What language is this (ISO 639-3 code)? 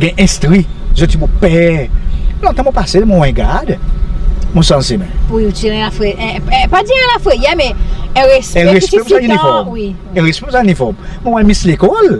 crs